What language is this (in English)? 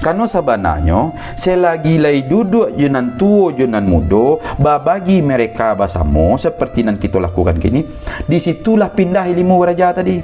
Minangkabau